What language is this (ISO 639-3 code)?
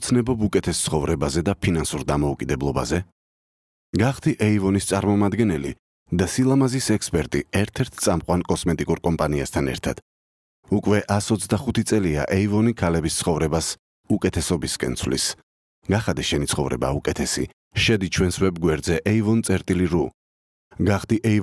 kat